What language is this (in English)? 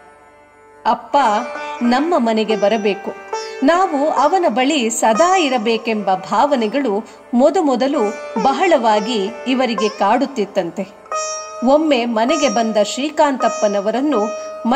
Kannada